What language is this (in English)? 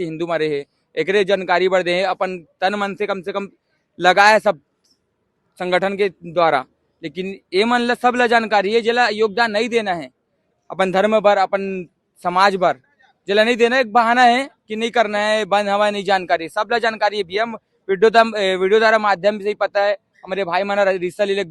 Chhattisgarhi